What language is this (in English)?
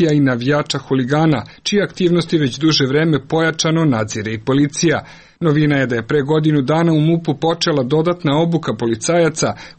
Serbian